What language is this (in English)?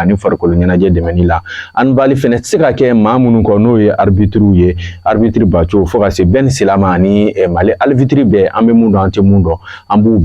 Bambara